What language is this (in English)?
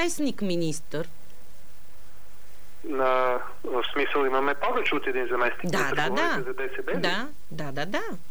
Bulgarian